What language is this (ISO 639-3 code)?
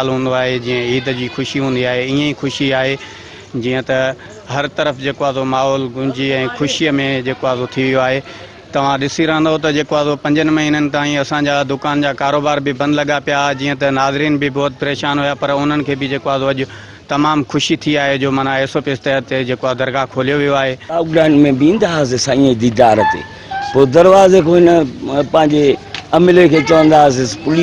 snd